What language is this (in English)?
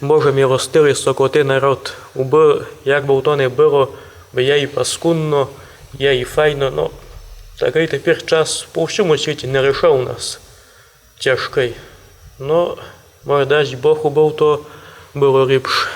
Rusyn